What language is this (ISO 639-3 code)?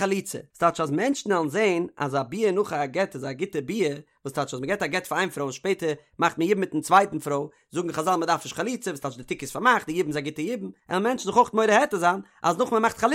yid